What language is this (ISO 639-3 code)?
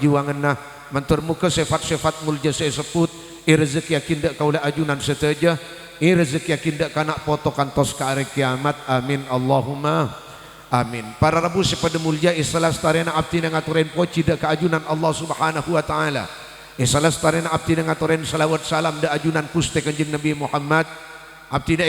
mad